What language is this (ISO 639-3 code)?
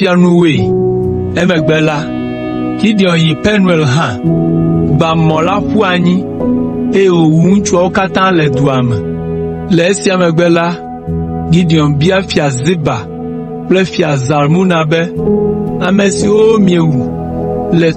ewe